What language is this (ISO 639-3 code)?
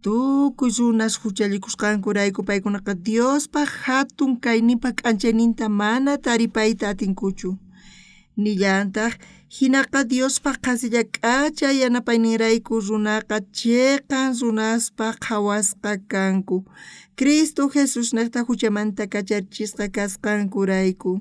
quh